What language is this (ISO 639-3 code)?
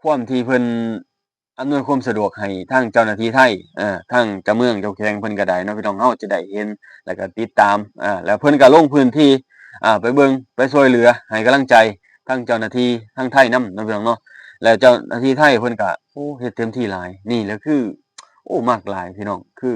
lao